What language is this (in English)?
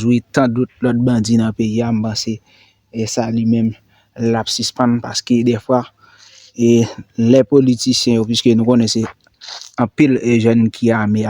Haitian Creole